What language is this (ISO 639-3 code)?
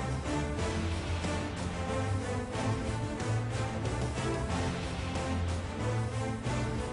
guj